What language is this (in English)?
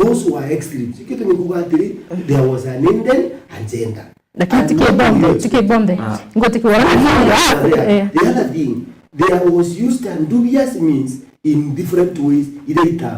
Meru